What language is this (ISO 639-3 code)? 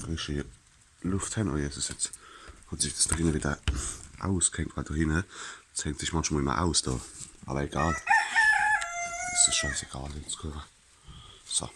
pfl